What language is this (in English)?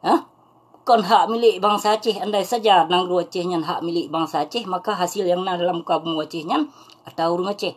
Achinese